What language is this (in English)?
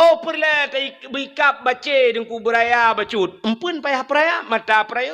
Achinese